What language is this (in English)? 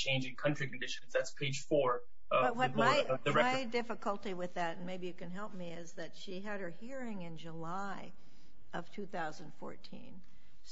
English